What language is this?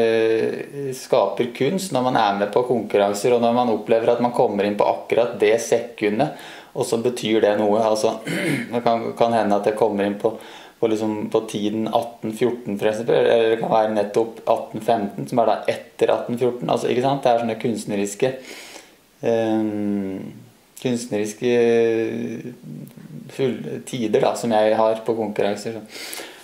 Norwegian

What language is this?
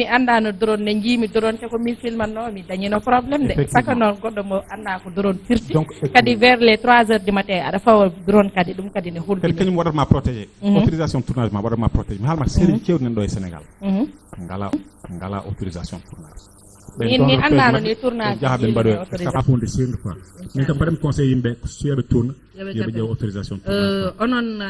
Fula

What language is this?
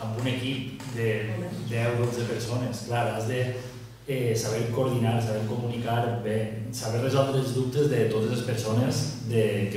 Catalan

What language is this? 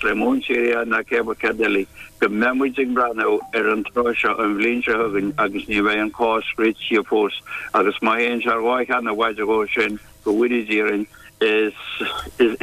Irish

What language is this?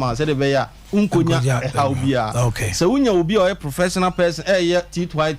Akan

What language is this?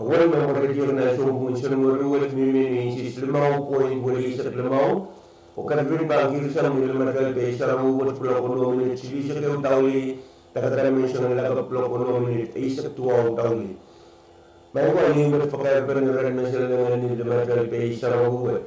Pohnpeian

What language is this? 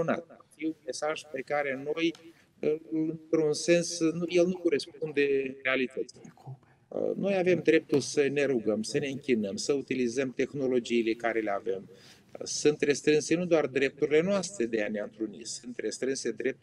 Romanian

